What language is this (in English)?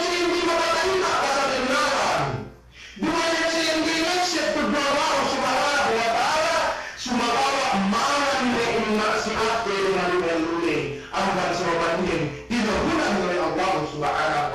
Yakan